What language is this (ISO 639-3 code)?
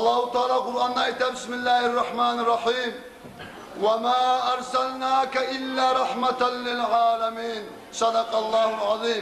kum